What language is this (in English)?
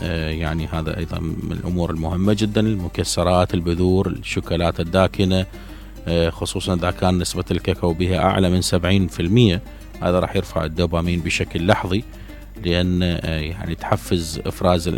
Mesopotamian Arabic